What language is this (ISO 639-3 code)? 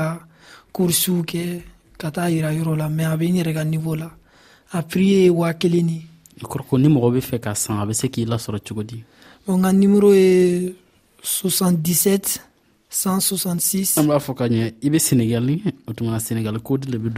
dyu